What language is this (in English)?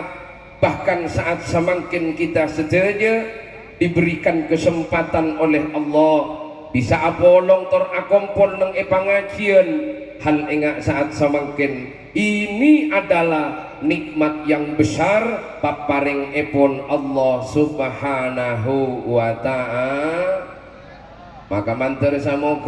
Madurese